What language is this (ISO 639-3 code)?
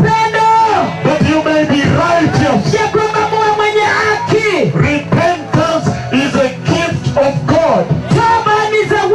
swa